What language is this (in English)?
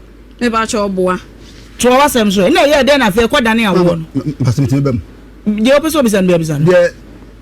Akan